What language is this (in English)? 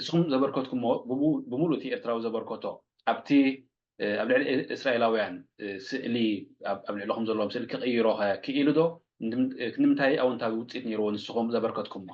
Tigrinya